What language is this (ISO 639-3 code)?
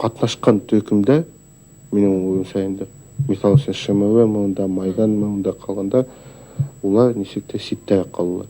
bak